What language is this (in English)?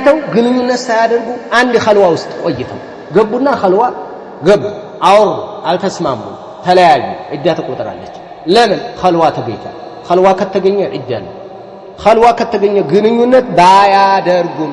Amharic